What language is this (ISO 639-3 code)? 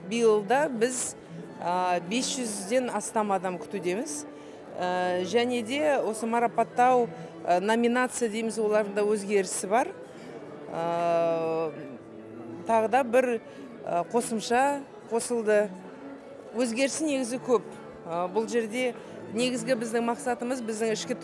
kaz